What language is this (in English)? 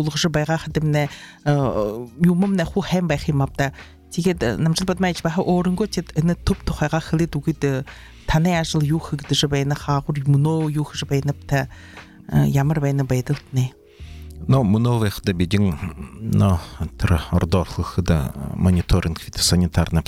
Buriat